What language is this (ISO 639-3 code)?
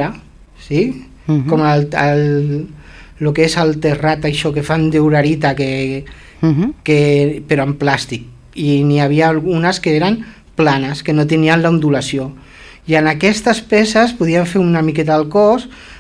cat